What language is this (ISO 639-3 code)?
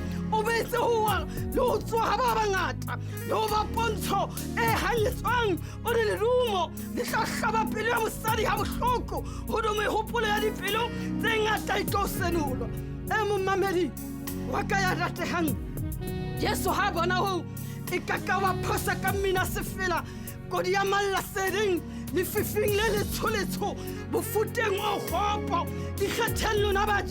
sot